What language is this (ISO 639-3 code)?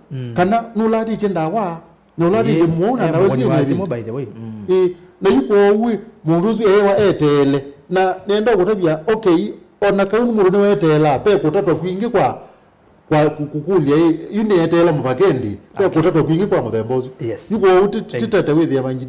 kam